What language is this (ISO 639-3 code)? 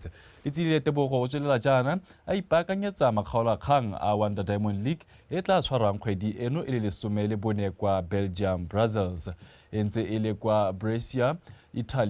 tsn